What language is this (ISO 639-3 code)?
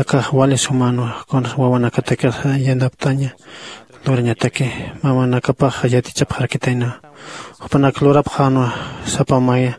aym